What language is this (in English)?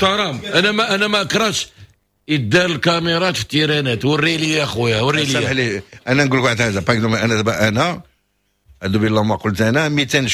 Moroccan Arabic